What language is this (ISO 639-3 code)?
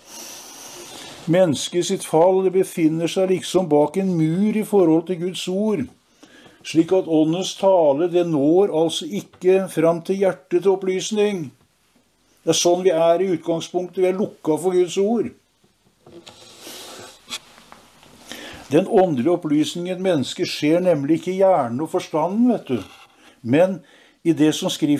nor